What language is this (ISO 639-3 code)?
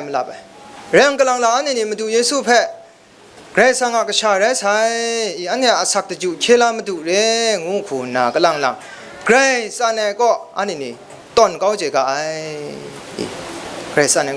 kac